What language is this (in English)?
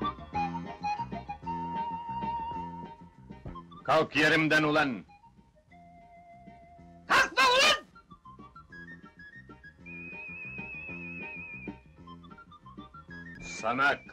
Turkish